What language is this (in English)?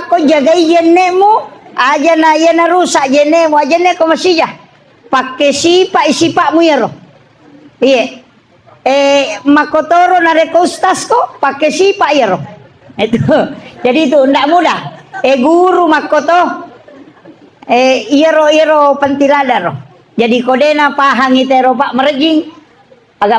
Buginese